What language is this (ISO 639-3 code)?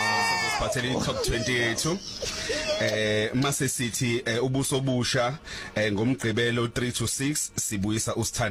zul